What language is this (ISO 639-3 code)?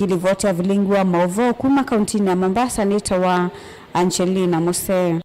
kam